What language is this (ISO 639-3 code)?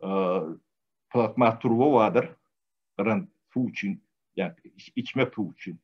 tuk